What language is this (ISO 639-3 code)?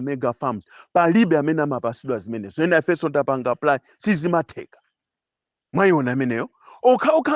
nya